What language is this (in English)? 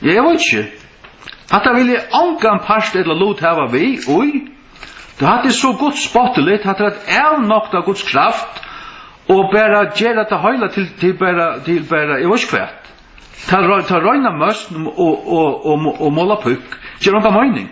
Faroese